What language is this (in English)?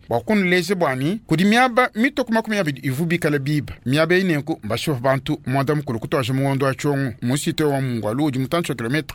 Luba-Lulua